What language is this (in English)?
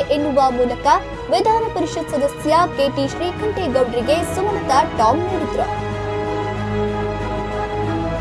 Kannada